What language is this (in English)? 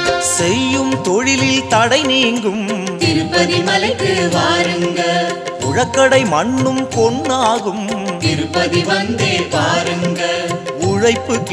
Tamil